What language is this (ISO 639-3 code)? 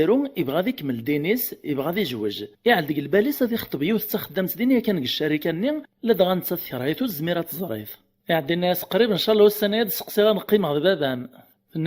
kab